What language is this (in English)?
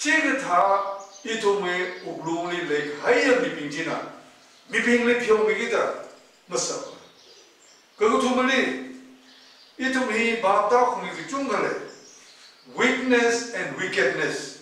Tangkhul Naga (India)